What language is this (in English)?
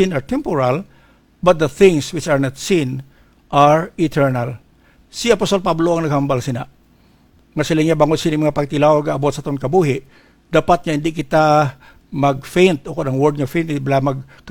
Hiligaynon